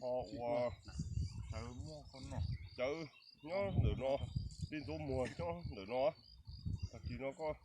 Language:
Hmong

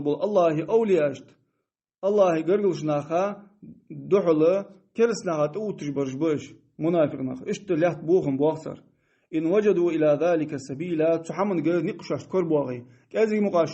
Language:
Ingush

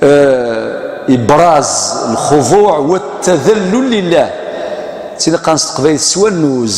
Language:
Kabyle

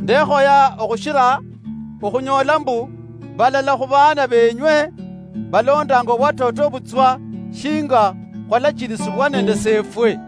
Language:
Luyia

